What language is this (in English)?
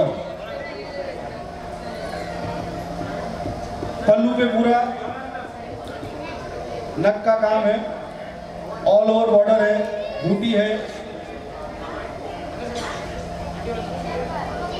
Hindi